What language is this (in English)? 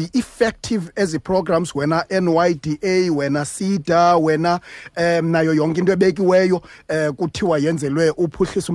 Xhosa